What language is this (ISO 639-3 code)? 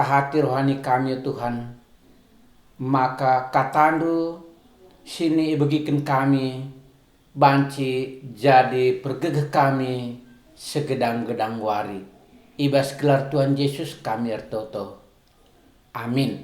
btx